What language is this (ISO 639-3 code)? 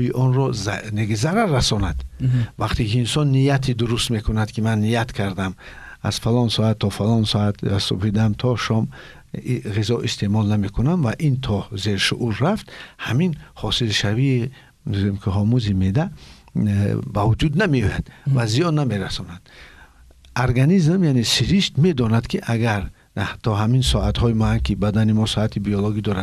tgk